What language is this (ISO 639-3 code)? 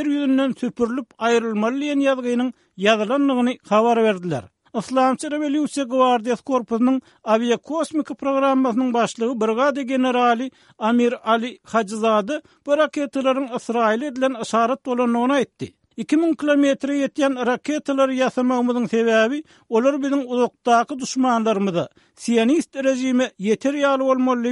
tuk